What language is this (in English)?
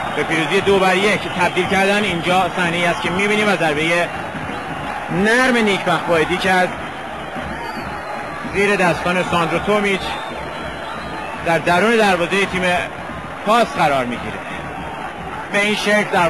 Persian